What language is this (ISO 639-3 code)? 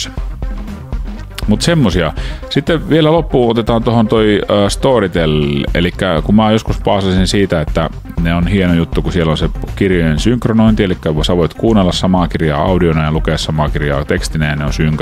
fin